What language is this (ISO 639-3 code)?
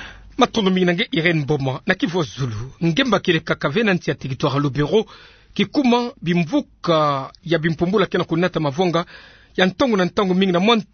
ktu